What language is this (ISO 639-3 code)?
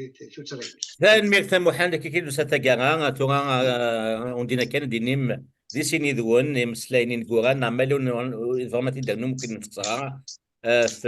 kab